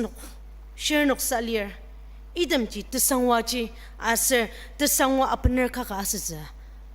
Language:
Ao Naga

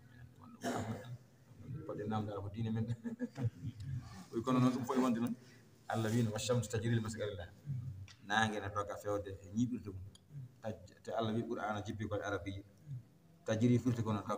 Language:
Fula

